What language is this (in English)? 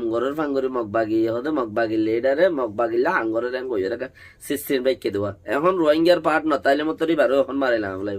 Rohingya